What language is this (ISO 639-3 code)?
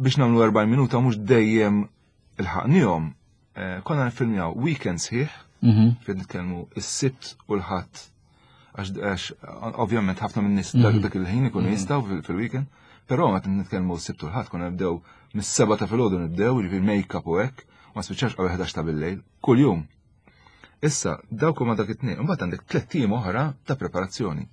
mlt